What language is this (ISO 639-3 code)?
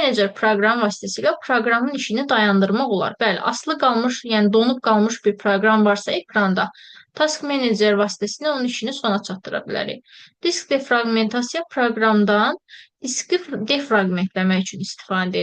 aze